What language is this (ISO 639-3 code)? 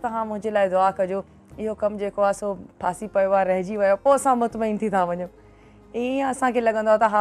snd